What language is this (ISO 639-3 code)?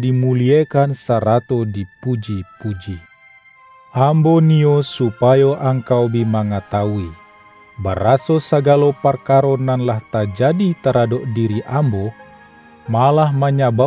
min